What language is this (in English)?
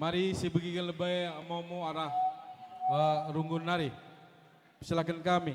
Batak Karo